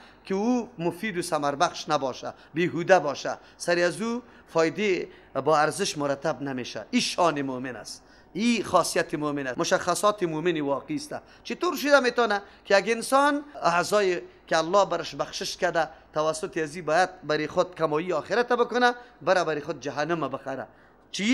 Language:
Persian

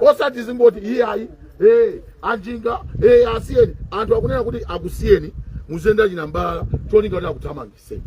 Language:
Nyanja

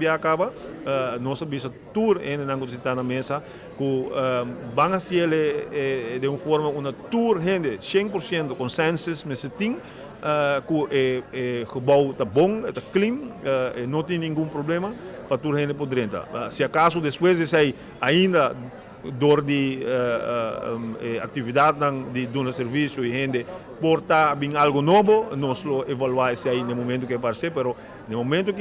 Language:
Papiamento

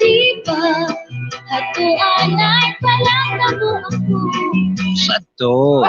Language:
Waray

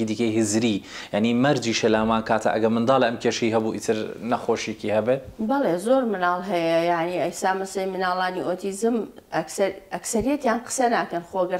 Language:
Central Kurdish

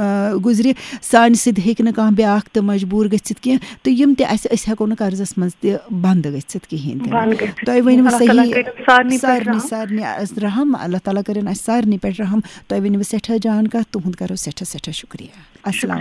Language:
Kashmiri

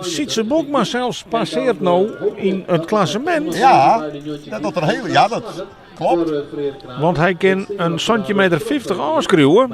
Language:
Western Frisian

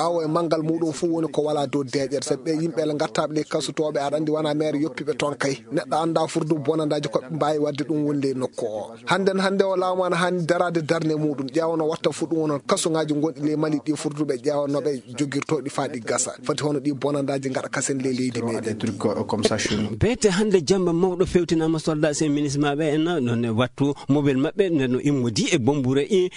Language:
Fula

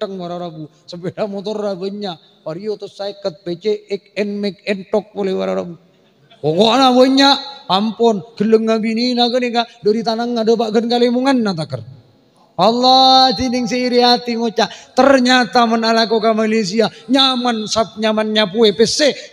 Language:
Madurese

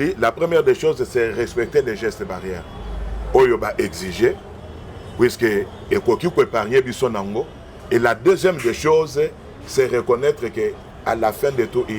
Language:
Lingala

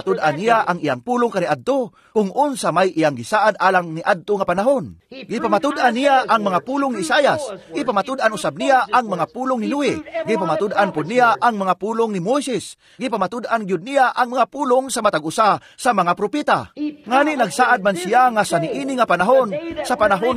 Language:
Cebuano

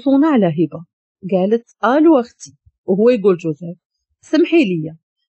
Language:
Moroccan Arabic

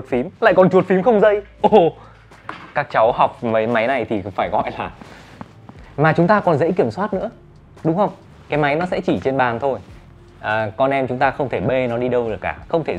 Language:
Vietnamese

